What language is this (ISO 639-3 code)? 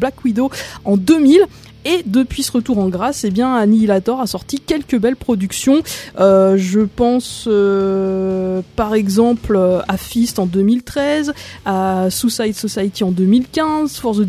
fra